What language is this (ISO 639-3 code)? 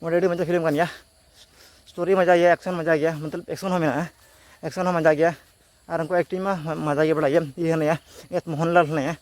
sat